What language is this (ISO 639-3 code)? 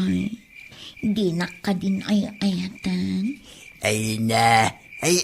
ilo